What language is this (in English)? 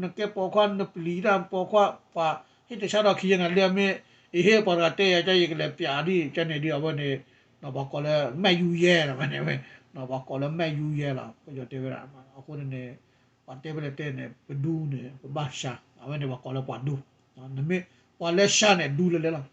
S'gaw Karen